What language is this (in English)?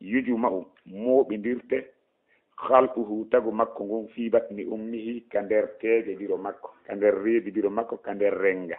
Fula